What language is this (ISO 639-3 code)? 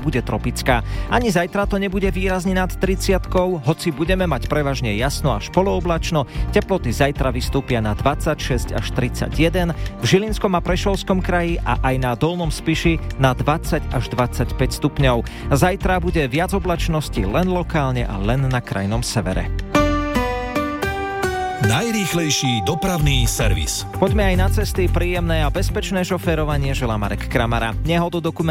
slk